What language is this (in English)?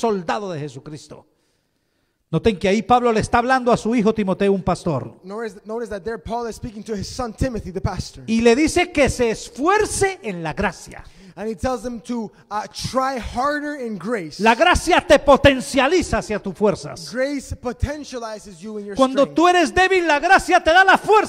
Spanish